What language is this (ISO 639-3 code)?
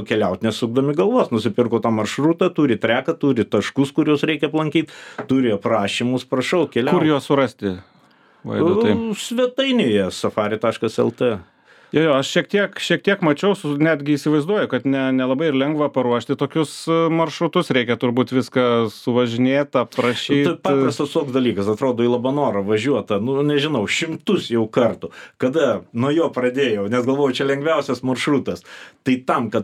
lit